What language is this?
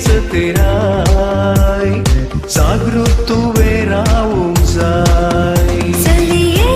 Konkani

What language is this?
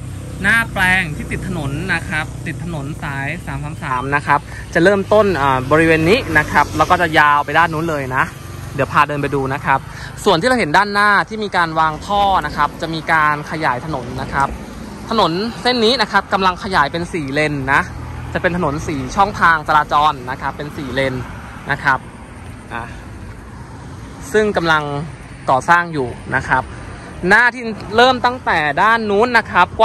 Thai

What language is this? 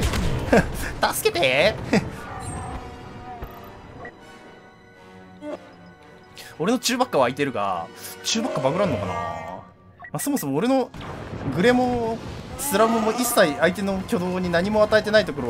Japanese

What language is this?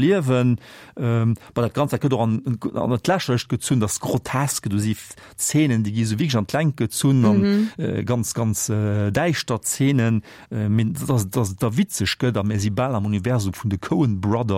Luxembourgish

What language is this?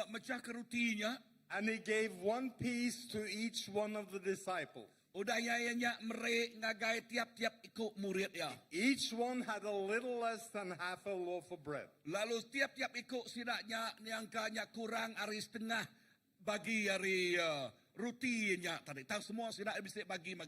Iban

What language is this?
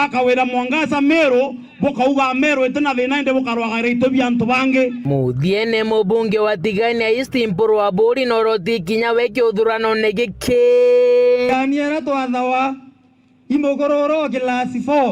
Meru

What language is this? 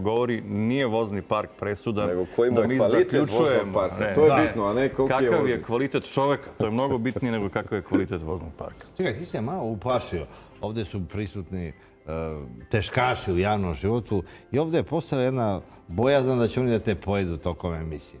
Serbian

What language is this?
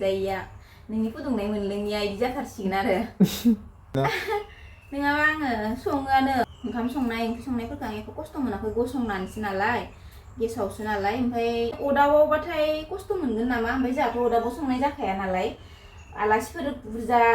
Bodo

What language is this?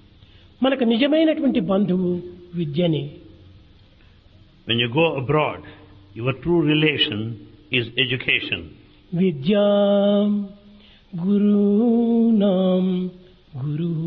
Telugu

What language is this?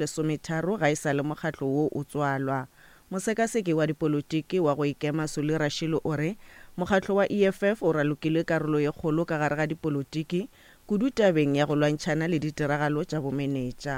Northern Sotho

